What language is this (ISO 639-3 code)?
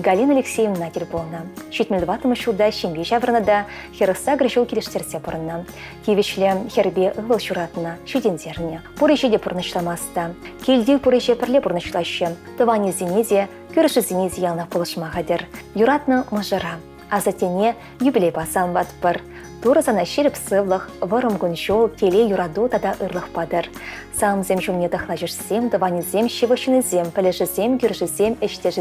chv